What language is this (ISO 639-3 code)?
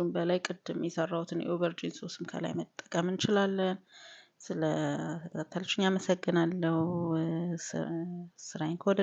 amh